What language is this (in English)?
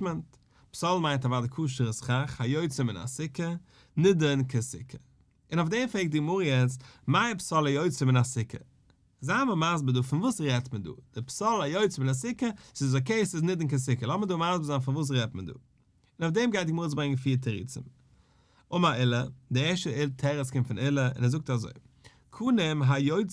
Yiddish